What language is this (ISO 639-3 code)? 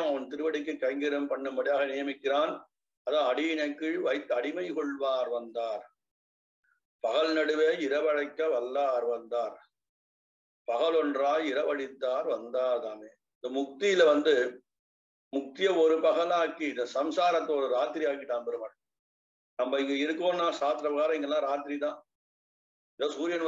tam